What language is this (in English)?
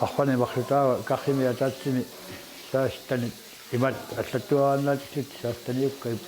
Kalaallisut